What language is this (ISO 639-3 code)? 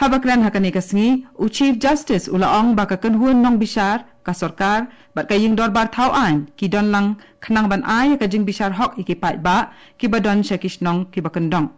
kha